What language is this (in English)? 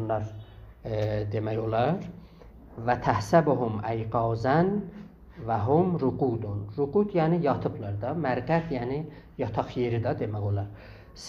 South Azerbaijani